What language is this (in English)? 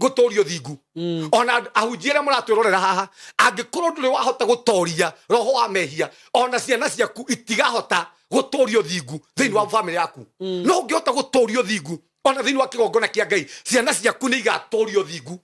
Kikuyu